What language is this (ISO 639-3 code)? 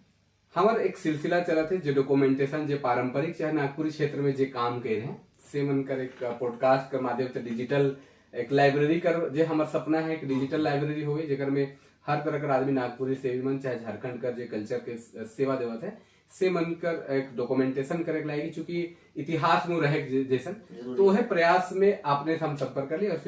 sck